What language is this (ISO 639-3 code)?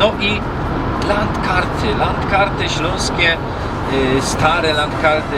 szl